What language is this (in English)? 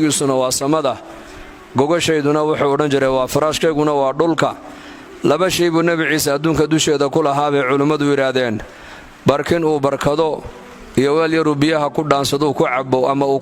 Somali